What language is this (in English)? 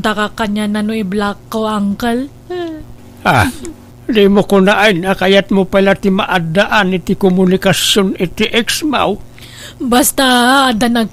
Iloko